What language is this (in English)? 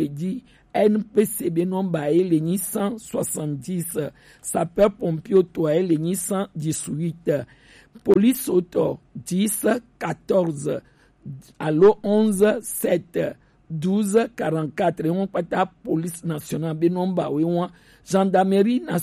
Gen